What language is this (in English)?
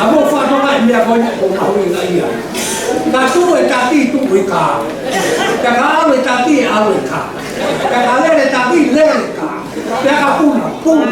Tongan